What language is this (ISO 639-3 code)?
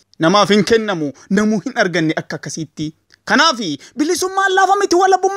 orm